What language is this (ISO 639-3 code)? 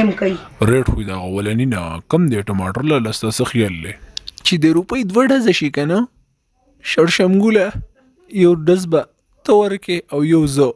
pus